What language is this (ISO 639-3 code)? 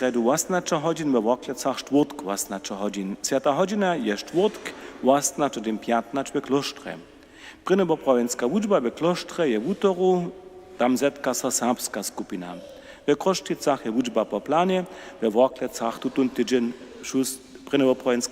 hsb